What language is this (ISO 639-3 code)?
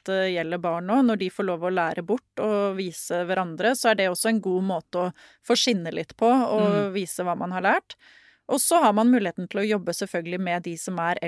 nor